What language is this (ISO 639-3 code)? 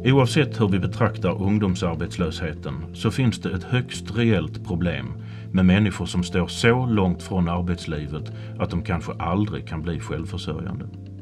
swe